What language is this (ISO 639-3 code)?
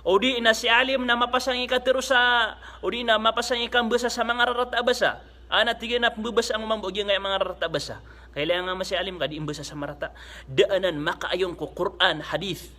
mrw